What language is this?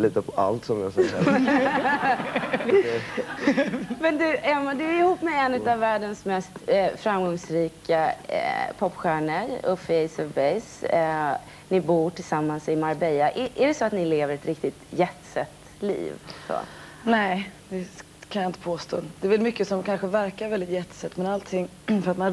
Swedish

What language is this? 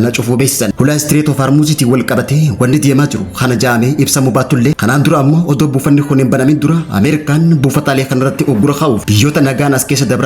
Oromo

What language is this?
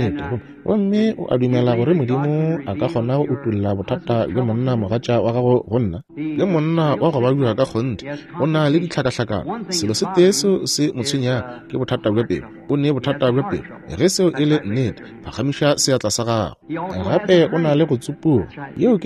Northern Sotho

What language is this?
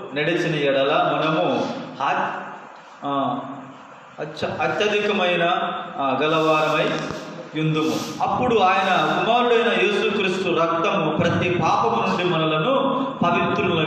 Koya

